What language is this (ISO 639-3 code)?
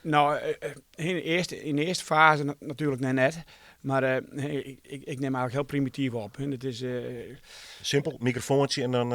fry